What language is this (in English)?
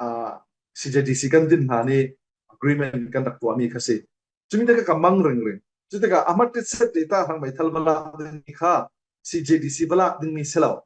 Falam Chin